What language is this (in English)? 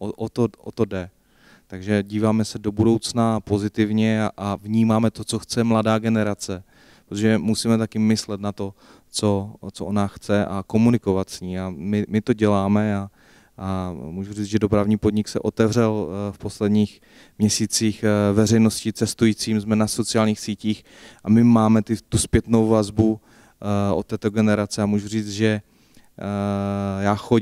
Czech